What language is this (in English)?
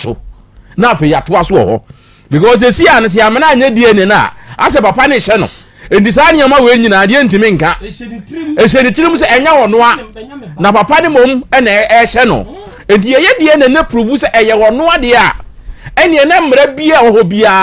Akan